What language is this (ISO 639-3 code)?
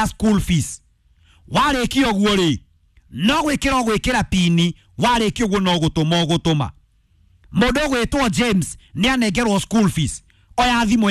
kik